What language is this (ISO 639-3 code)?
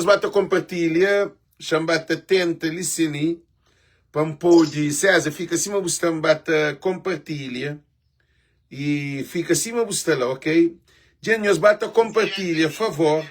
kea